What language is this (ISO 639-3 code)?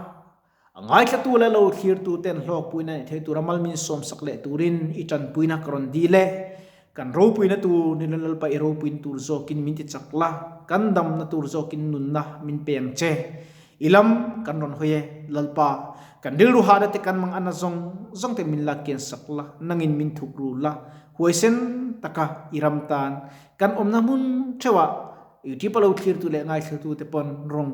lus